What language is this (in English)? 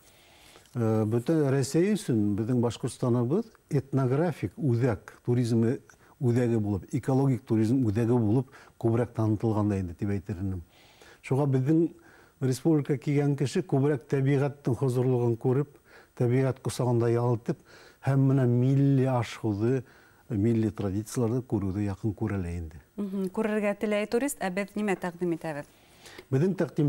Bashkir